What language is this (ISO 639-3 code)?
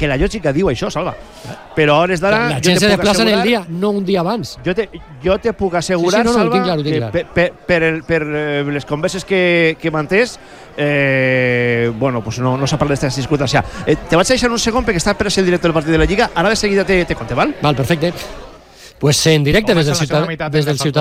cat